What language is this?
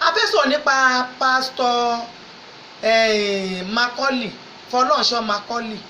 Yoruba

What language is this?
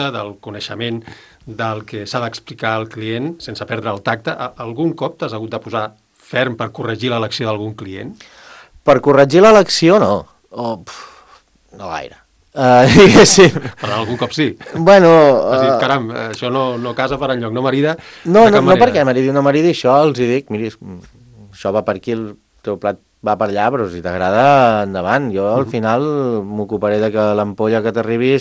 Catalan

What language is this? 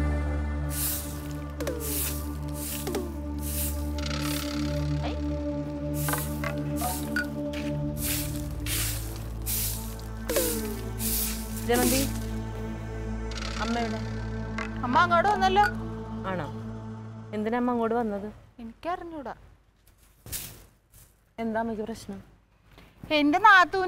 Malayalam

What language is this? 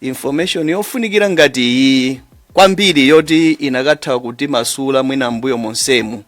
Nyanja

